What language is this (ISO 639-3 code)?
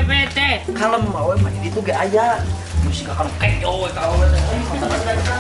sun